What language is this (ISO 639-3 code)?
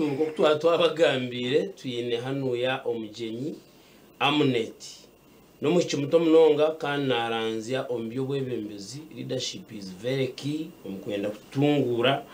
nyn